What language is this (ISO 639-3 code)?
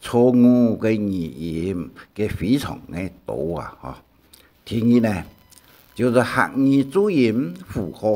hak